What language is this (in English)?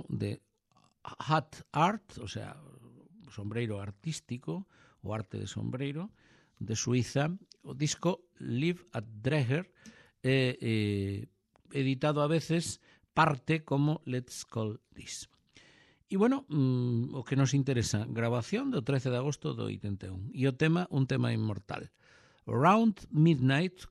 Galician